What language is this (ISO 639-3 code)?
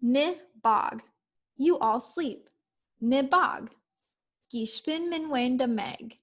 ciw